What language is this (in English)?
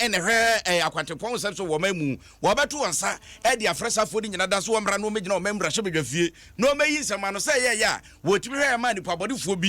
Akan